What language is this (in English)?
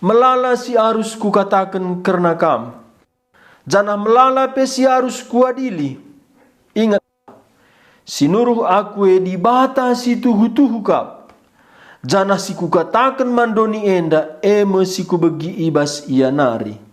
Batak Karo